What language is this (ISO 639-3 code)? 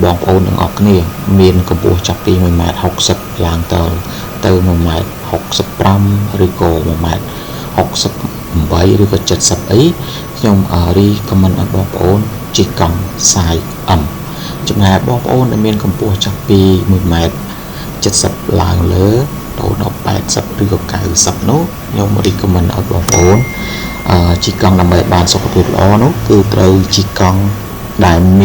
khm